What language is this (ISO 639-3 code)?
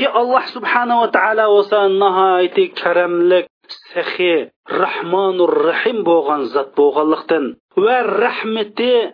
uig